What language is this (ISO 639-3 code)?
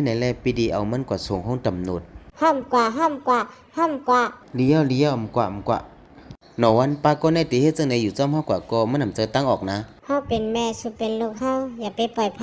shn